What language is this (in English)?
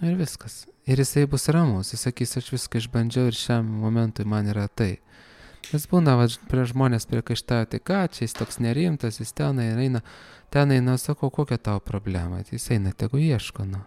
Lithuanian